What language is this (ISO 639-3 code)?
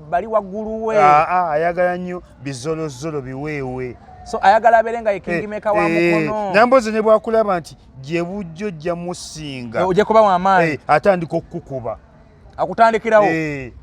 lug